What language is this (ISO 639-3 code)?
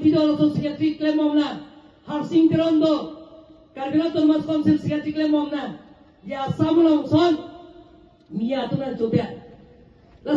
mjw